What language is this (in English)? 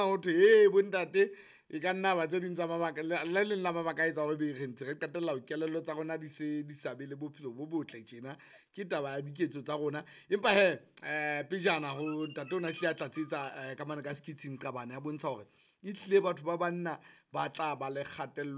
Southern Sotho